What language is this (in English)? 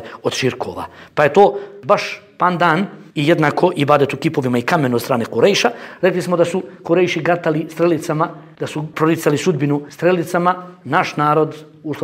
Bosnian